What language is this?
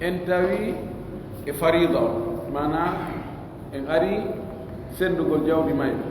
Pular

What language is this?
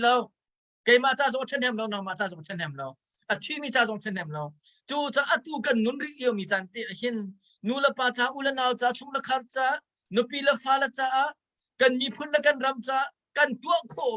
Hakha Chin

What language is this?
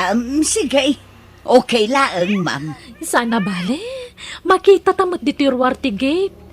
Iloko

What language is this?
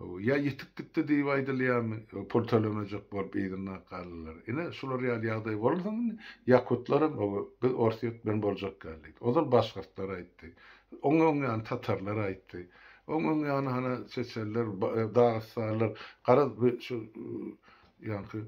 Turkmen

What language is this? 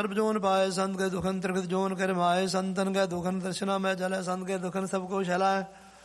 Punjabi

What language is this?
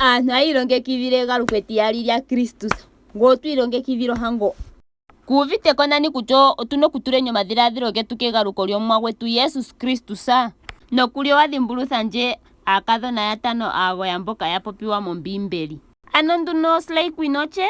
Ndonga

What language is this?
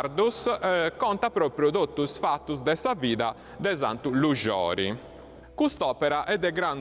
Sardinian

